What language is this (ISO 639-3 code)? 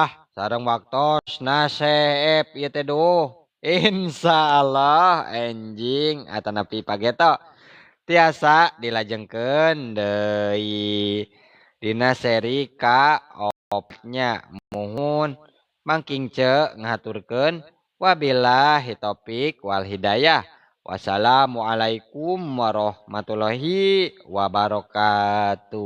sun